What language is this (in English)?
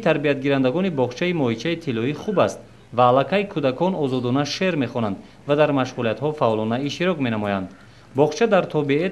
Tajik